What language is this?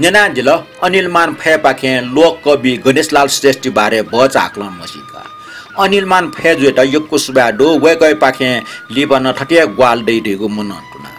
Newari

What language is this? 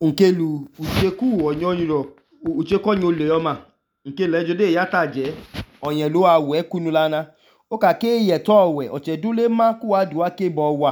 Idoma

